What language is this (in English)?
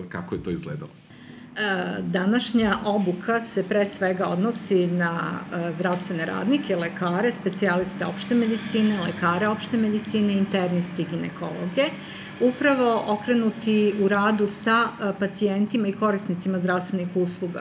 Serbian